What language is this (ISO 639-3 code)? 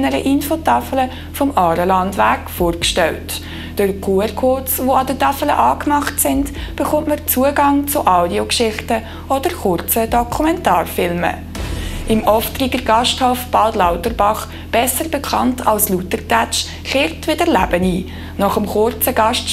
gsw